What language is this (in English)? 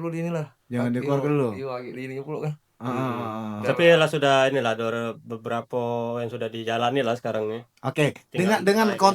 Musi